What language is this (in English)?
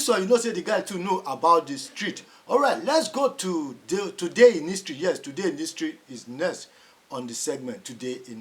Nigerian Pidgin